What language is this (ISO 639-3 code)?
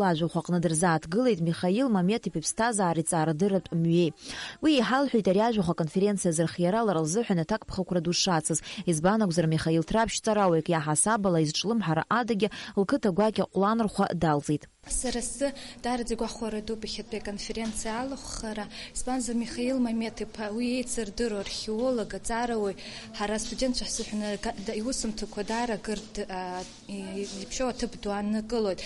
abk